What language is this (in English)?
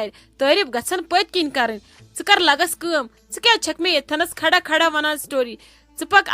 Kashmiri